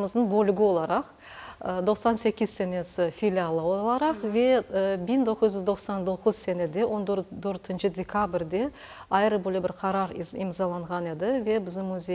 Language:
Crimean Tatar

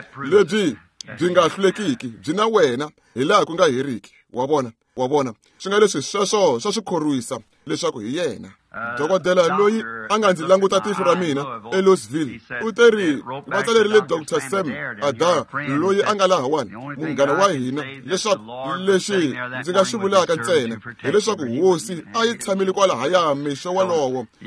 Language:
Tsonga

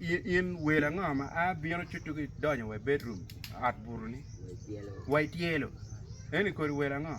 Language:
Acoli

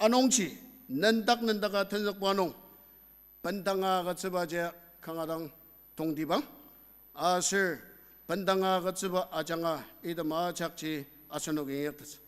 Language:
Ao Naga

